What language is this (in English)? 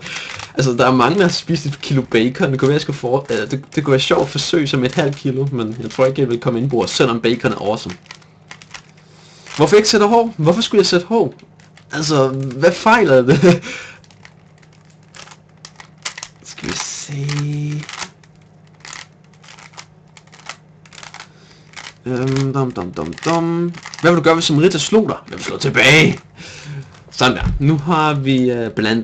Danish